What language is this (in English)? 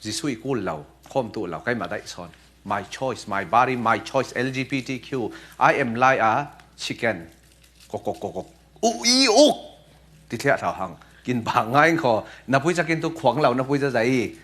Falam Chin